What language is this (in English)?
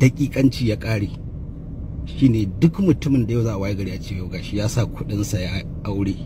Hausa